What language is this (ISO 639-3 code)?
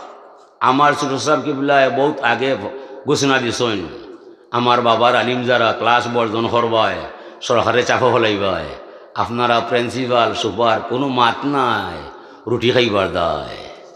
syl